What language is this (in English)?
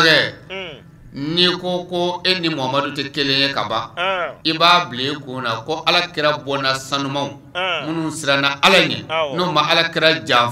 Bambara